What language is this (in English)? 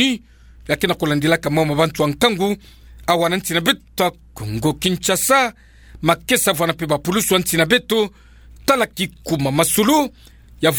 Kituba (Democratic Republic of Congo)